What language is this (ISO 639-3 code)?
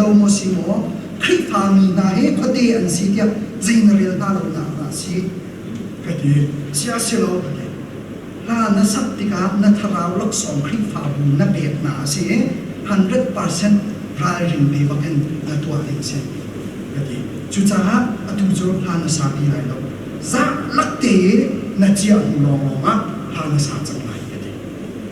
cnh